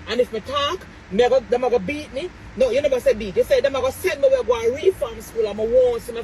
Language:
Jamaican Creole English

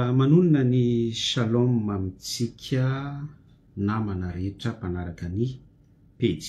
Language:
Malagasy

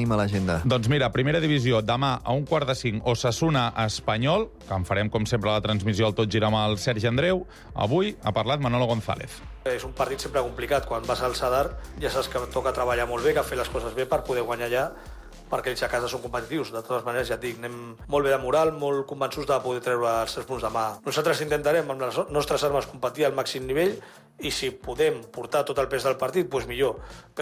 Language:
Catalan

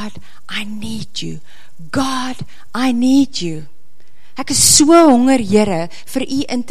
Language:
Afrikaans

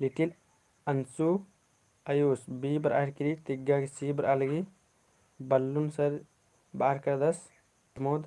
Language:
Kurukh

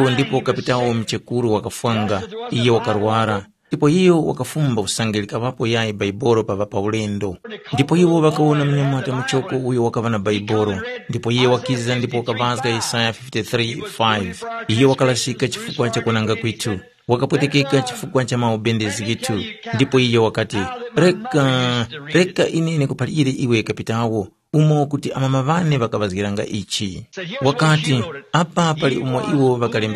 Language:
Tumbuka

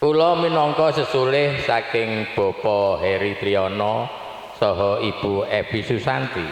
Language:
Javanese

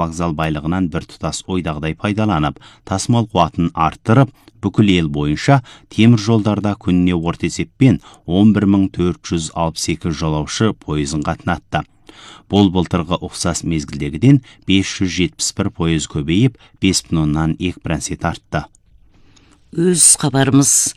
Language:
Kazakh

